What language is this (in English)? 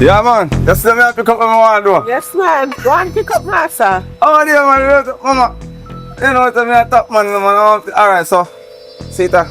Jamaican Creole English